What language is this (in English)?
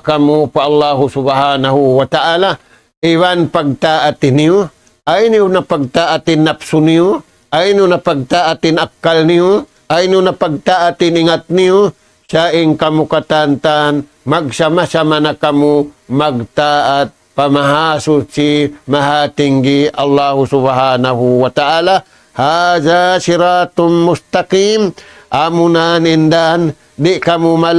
Tausug